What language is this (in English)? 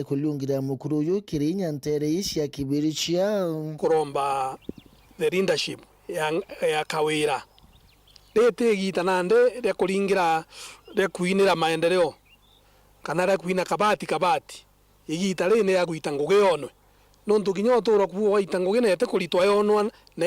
Meru